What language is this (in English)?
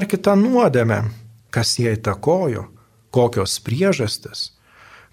Lithuanian